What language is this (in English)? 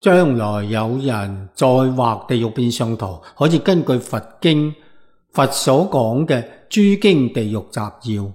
Cantonese